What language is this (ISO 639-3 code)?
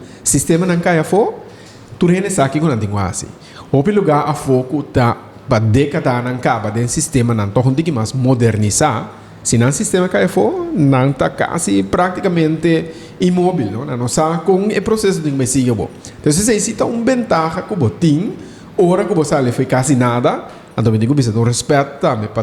pap